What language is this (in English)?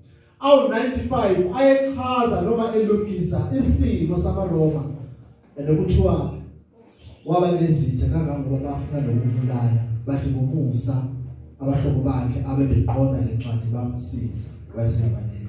Zulu